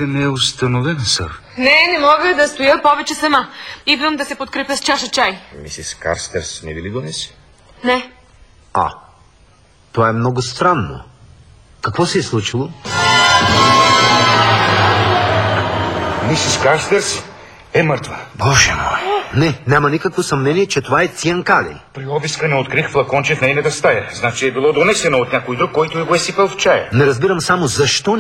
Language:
Bulgarian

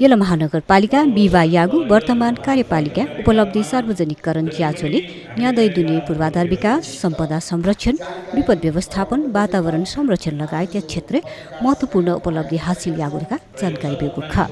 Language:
Newari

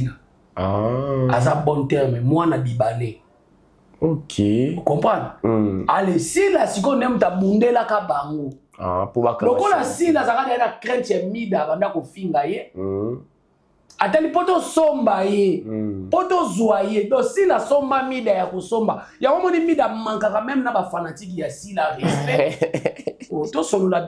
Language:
Lingala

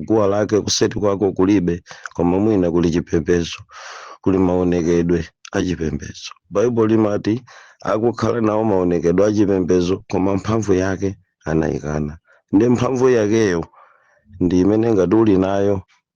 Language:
Nyanja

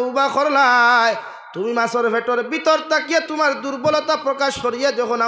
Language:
Sylheti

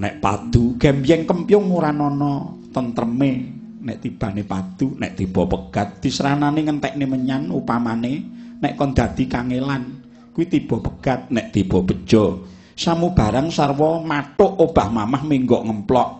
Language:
Javanese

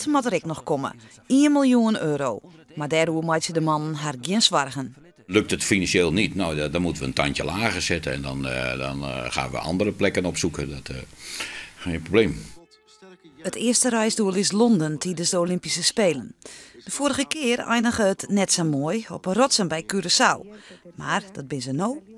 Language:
Western Frisian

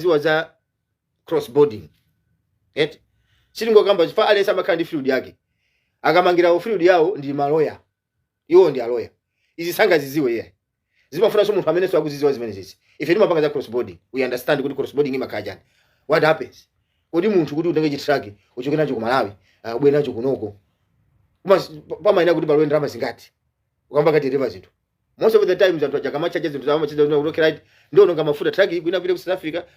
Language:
Nyanja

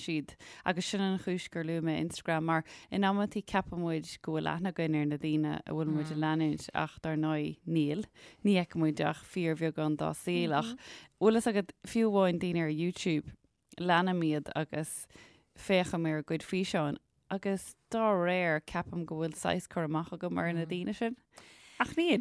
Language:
Irish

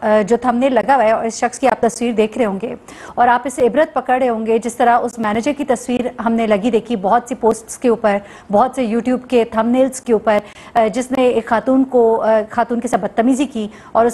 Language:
Urdu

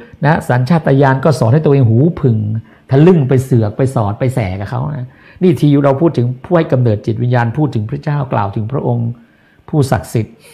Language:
Thai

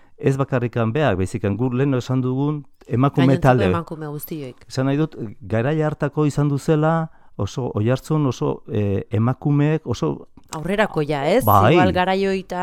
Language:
Basque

